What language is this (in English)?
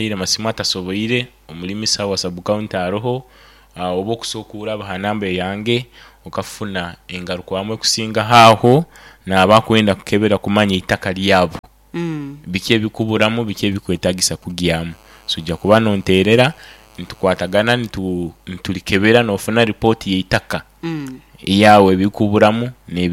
Nyoro